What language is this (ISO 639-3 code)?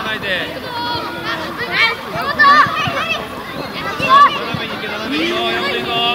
jpn